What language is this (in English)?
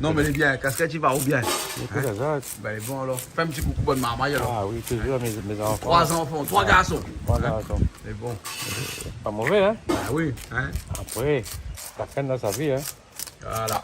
Réunion Creole French